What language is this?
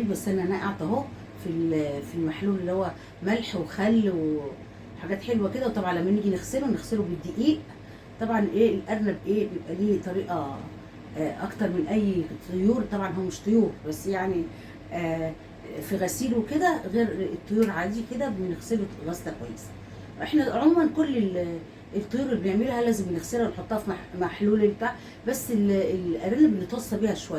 Egyptian Arabic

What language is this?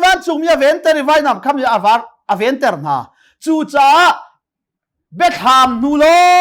Hakha Chin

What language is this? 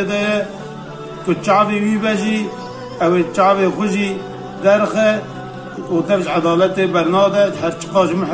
Kurdish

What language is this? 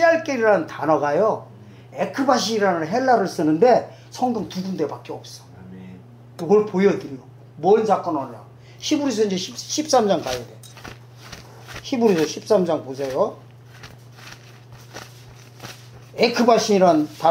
Korean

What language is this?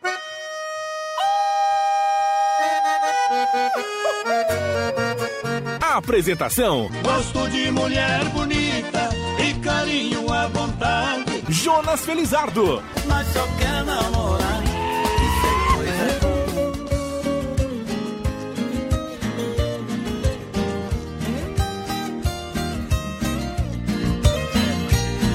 Portuguese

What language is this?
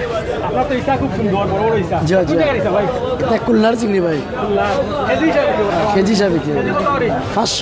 Sylheti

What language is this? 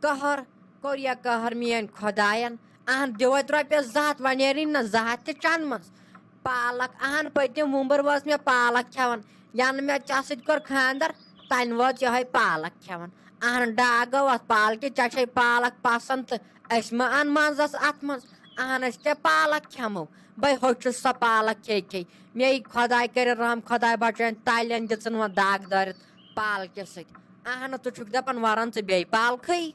Kashmiri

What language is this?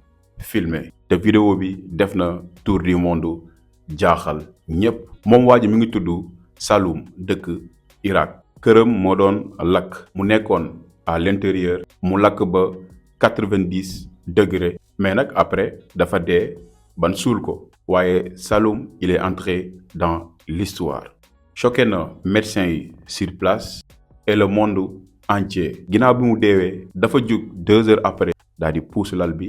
Wolof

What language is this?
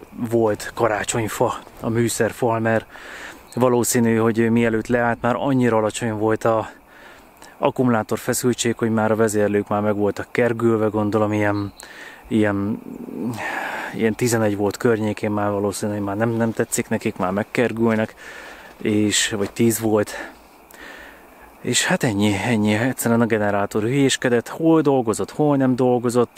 Hungarian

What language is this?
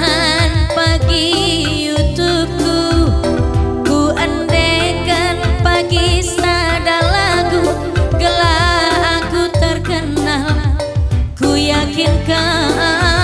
Batak Karo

